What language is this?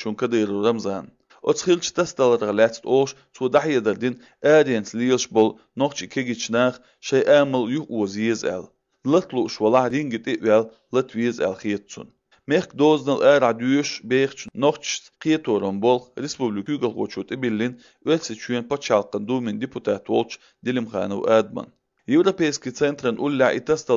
Chechen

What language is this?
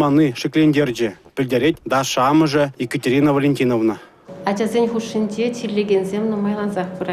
Chuvash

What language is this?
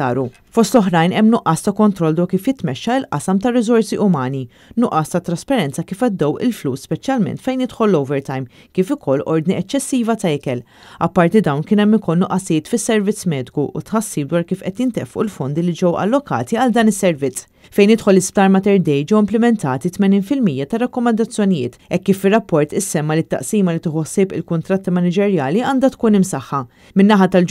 Maltese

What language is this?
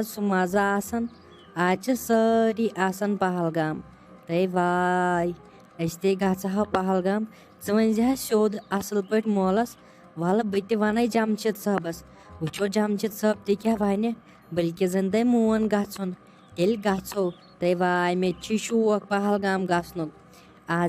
Kashmiri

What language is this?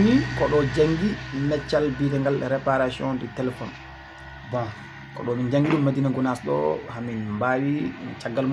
Fula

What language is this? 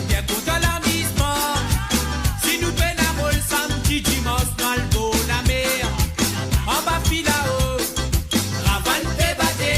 Morisyen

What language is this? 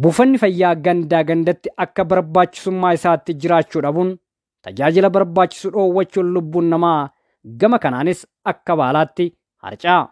Oromo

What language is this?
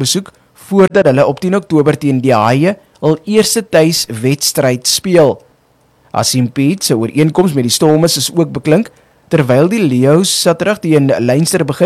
Afrikaans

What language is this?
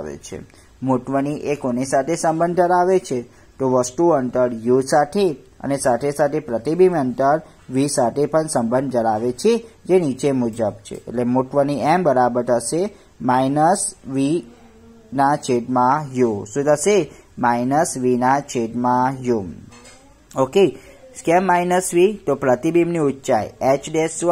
Gujarati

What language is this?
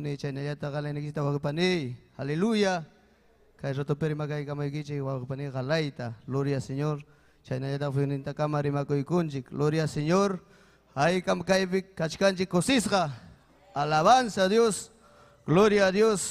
Ayacucho Quechua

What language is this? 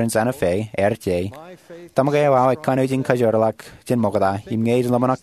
Marshallese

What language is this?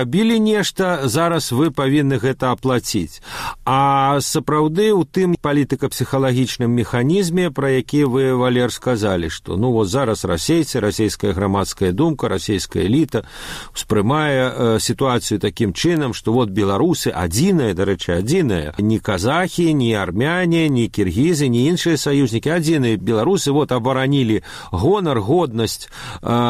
Belarusian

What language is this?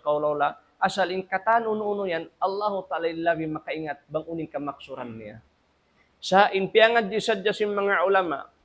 Tausug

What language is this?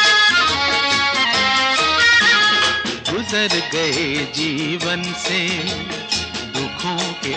Hindi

